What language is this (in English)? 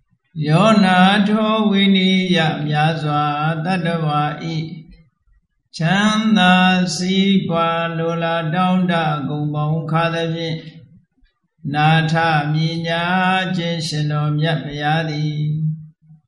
Burmese